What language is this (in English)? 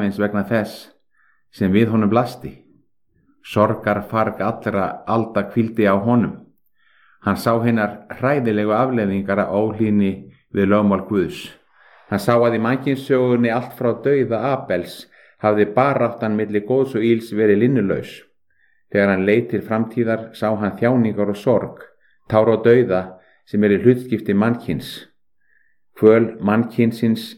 Icelandic